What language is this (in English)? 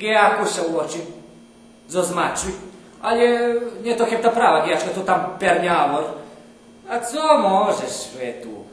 Rusyn